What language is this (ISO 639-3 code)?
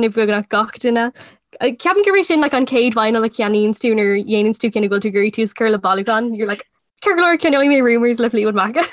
gle